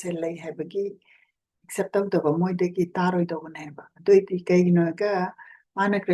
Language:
Manipuri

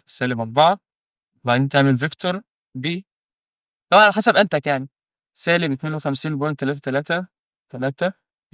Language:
Egyptian Arabic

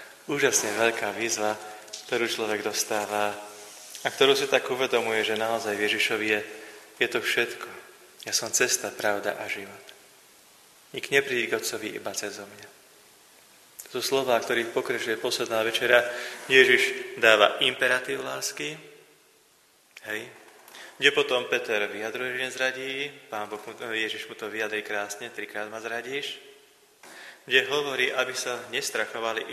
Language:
Slovak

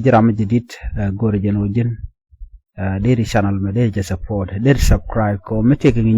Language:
Nuer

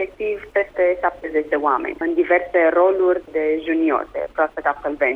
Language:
Romanian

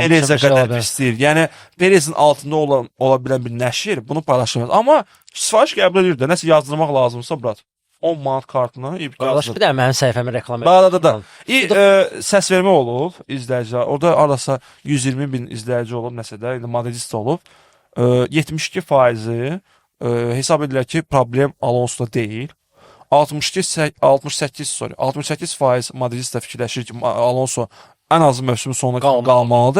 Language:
Azerbaijani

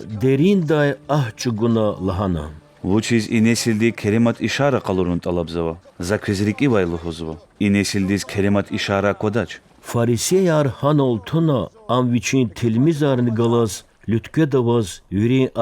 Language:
Lezghian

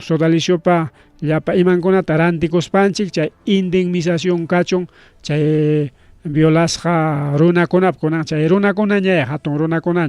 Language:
Ayacucho Quechua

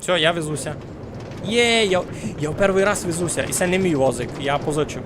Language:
Rusyn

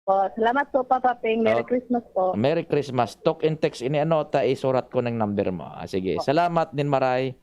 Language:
Bikol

